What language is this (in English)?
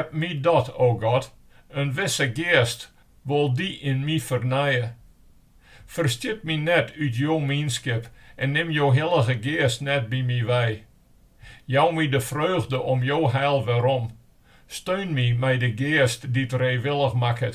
Western Frisian